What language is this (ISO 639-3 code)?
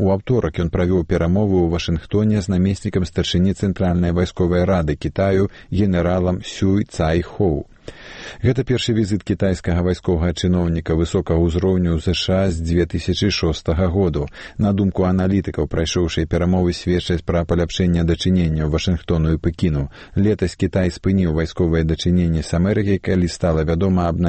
bel